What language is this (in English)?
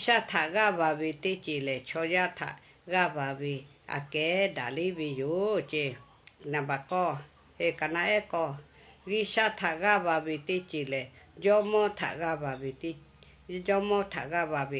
Lahu